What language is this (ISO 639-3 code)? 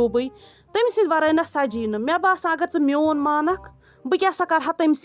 kas